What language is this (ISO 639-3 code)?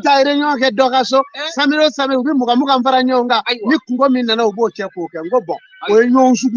bam